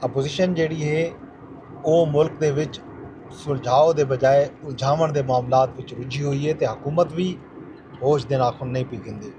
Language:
Saraiki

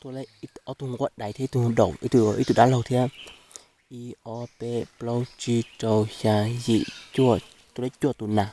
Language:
Hmong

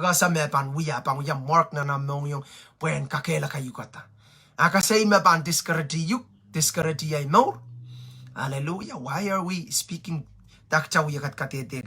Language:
Pohnpeian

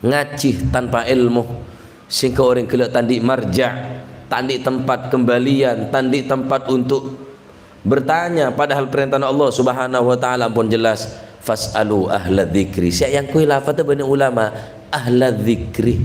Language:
Madurese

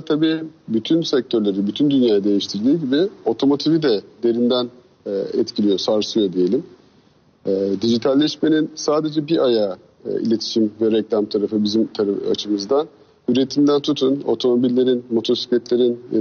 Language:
Turkish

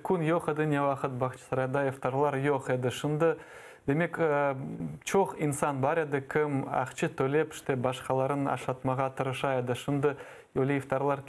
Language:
Crimean Tatar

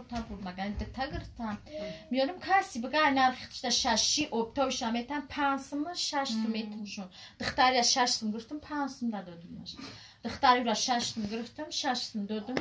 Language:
Tajik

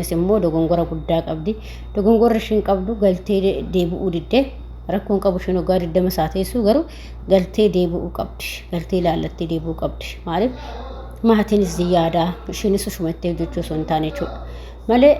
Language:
Oromo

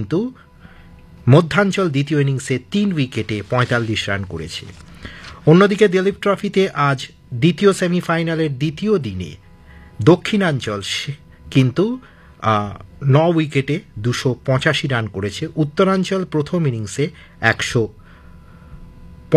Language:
Bangla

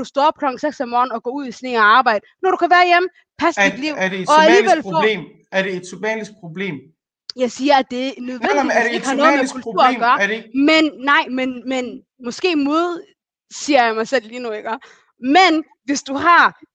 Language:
Danish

